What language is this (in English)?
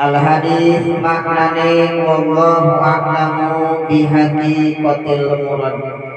Sundanese